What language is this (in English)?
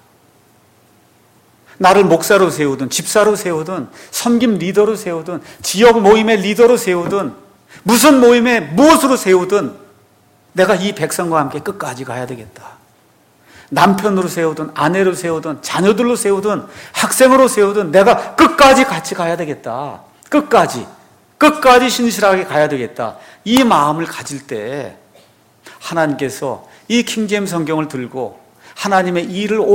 Korean